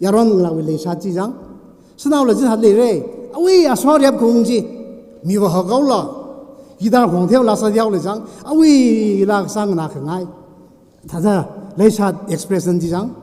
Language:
Tangkhul Naga (India)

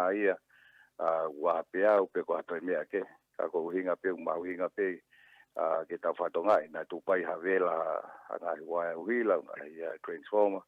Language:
Tongan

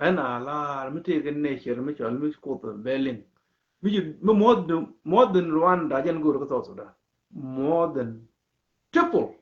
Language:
Nuer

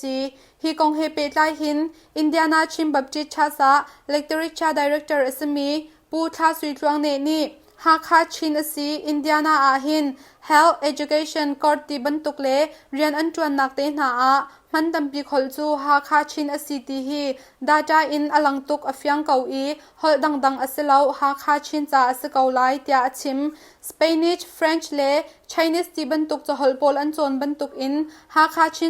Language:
Hakha Chin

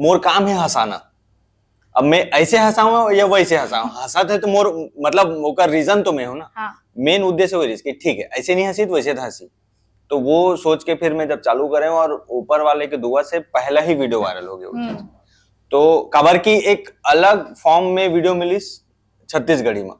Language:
Chhattisgarhi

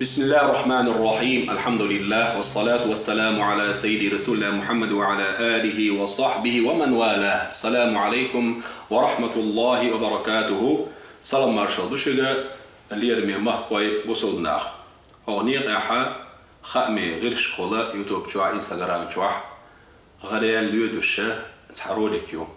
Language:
Chechen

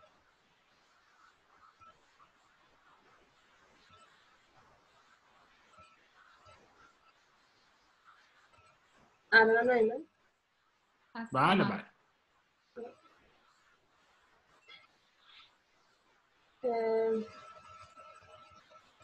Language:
Persian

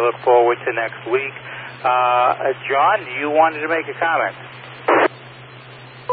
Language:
English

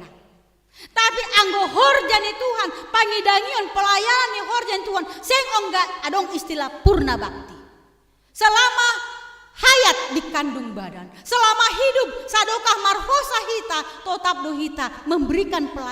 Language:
Batak Simalungun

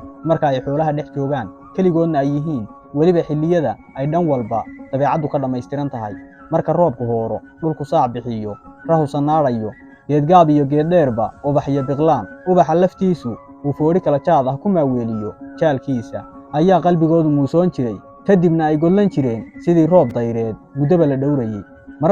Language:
Somali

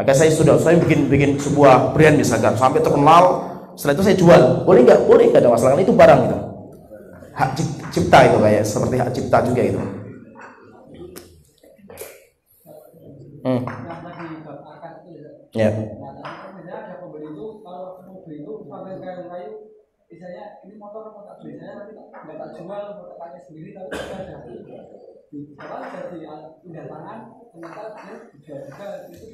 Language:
Indonesian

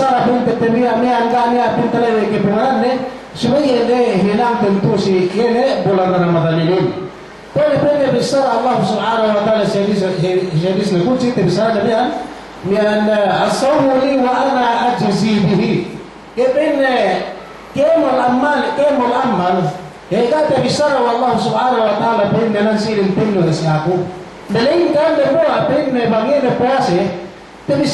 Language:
Yakan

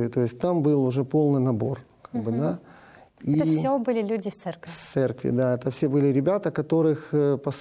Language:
Russian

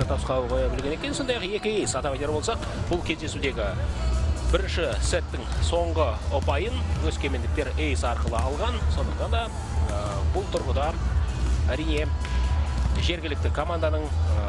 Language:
Kazakh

